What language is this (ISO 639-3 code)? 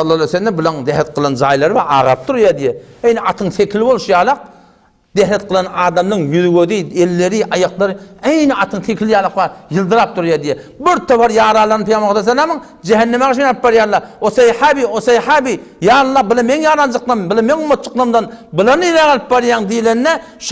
tuk